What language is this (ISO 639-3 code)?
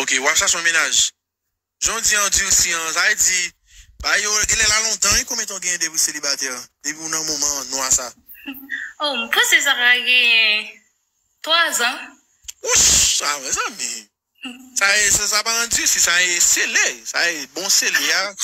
hat